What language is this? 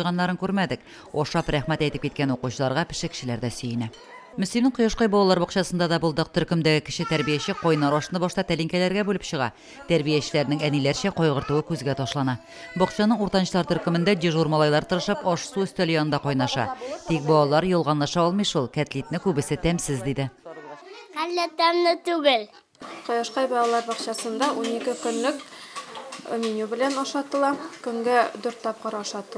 Tatar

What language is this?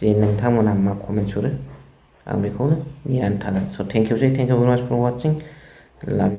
Bodo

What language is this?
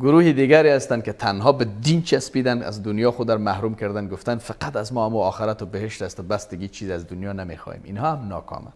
Persian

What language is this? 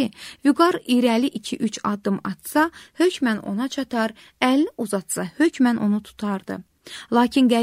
Azerbaijani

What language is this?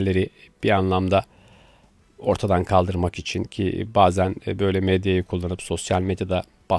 Turkish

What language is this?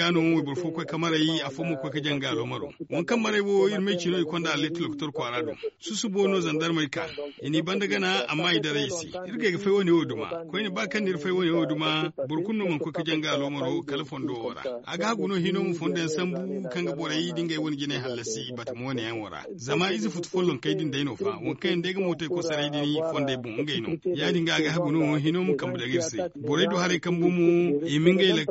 Zarma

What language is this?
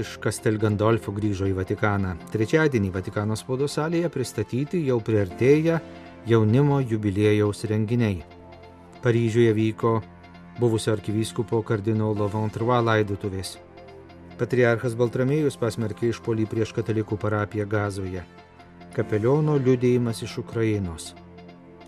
Lithuanian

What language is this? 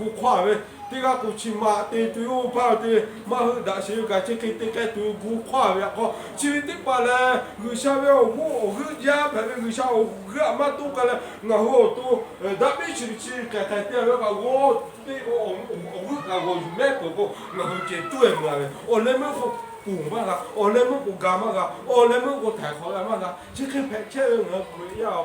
Lahu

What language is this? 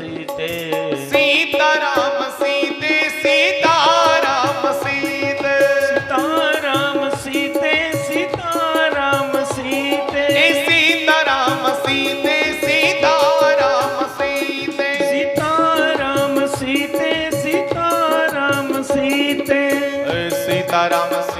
Dogri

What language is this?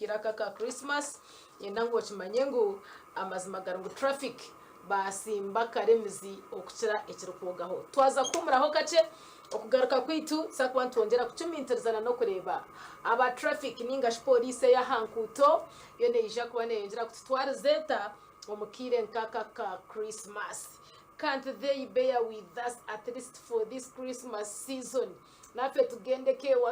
Nyankole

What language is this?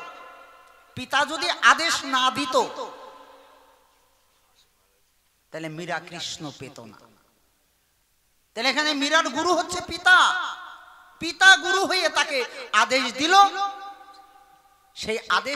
Bangla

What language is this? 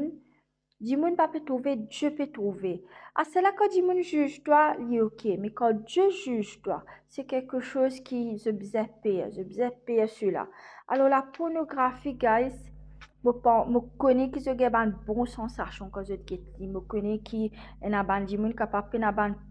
Morisyen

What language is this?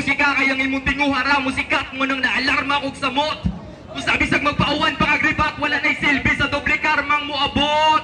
Cebuano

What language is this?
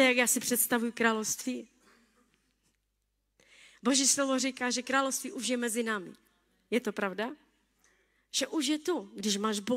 Czech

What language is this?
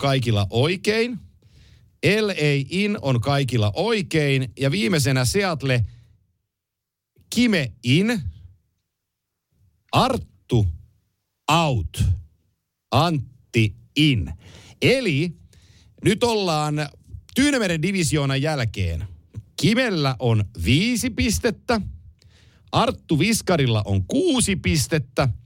Finnish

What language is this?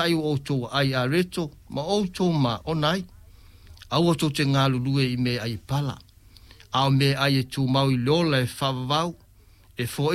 Samoan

